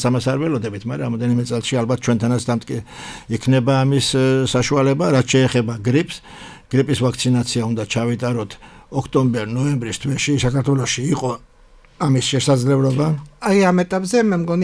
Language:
Georgian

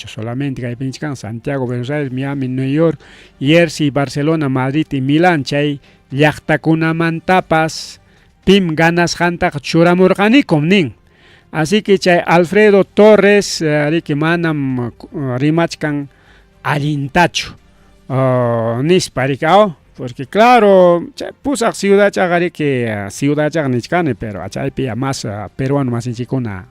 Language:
Ayacucho Quechua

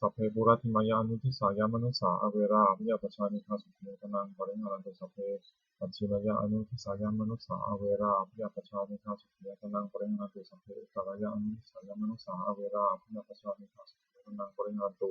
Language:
Pali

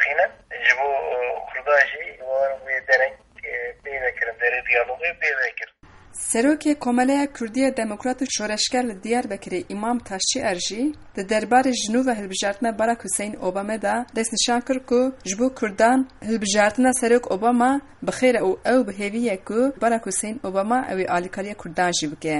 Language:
Kurdish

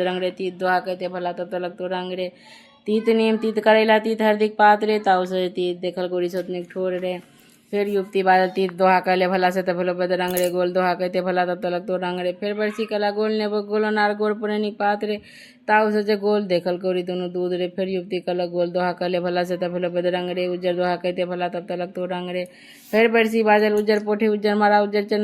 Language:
Maithili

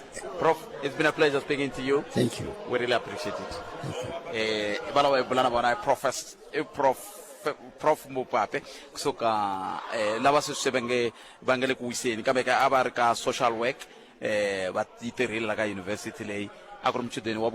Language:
Tsonga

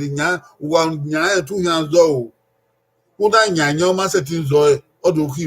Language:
Bini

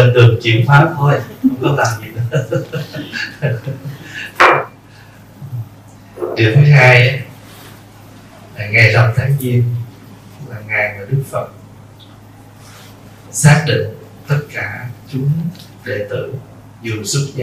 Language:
Vietnamese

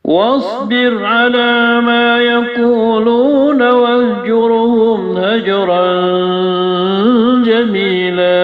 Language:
Maranao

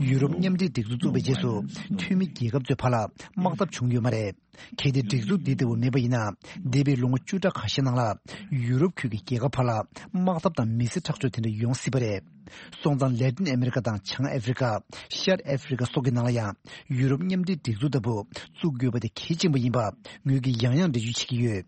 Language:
Tibetan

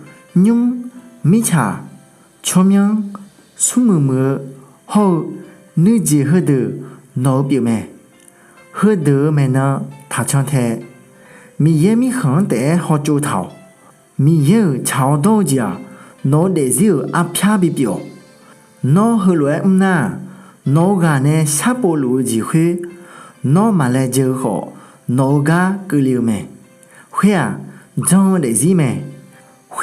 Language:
Akha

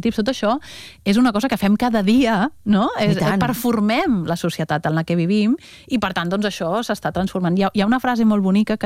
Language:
Catalan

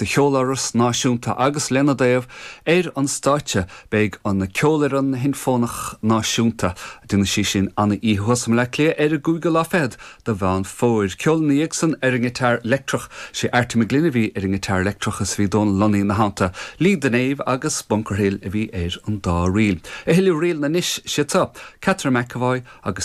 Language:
Irish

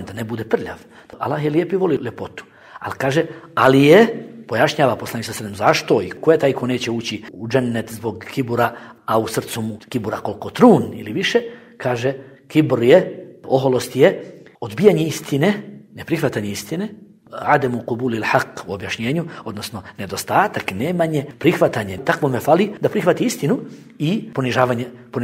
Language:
Bosnian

